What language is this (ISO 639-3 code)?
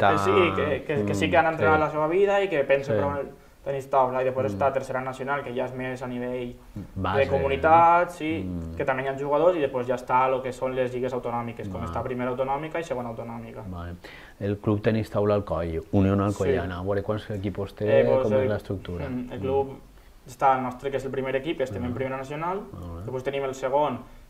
cat